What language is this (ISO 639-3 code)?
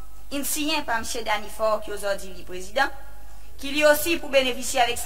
crs